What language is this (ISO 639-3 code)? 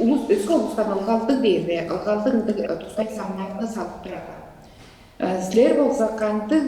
tyv